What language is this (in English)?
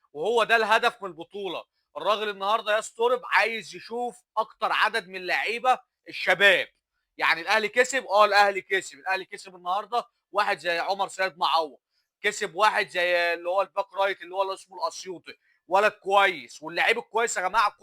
Egyptian Arabic